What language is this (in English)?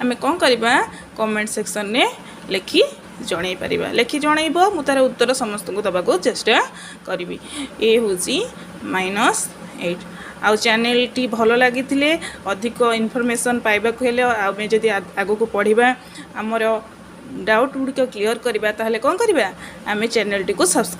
Odia